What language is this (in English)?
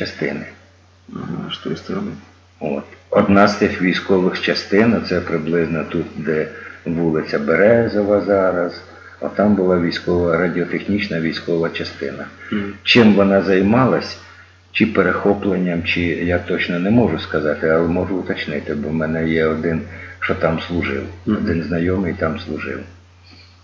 Ukrainian